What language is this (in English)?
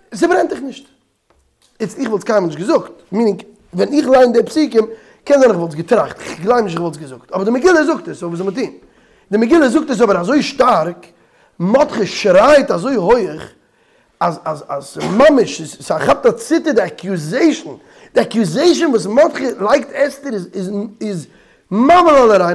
Yiddish